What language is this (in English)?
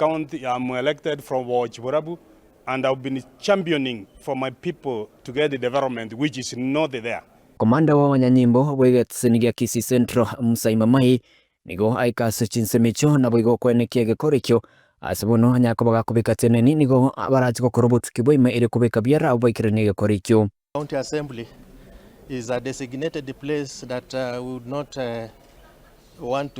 Gusii